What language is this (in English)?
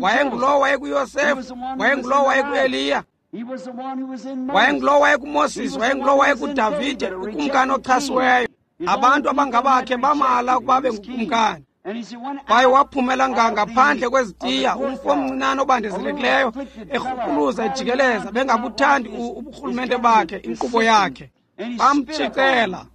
Xhosa